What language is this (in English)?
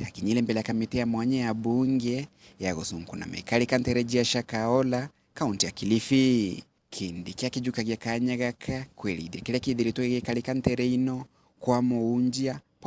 Meru